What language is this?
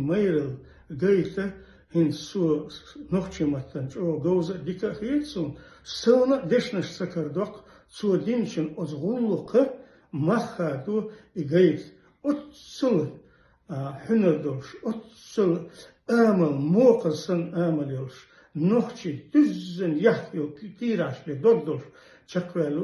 Chechen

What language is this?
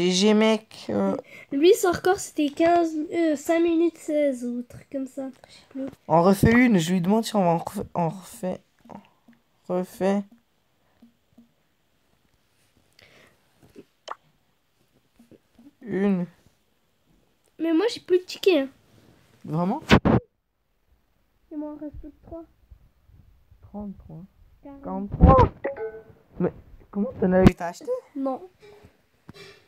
French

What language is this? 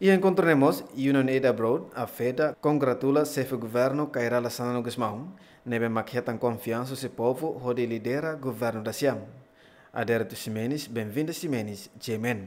Tetum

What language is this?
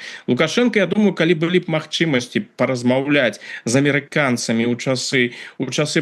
Belarusian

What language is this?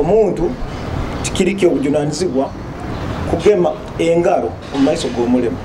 Nyoro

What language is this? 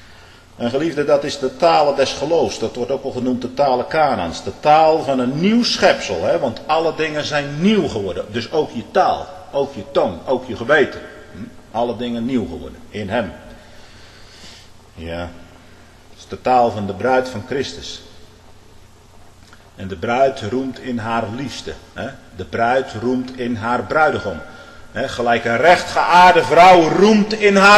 Dutch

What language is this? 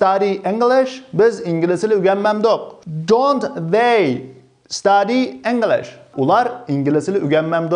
Uyghur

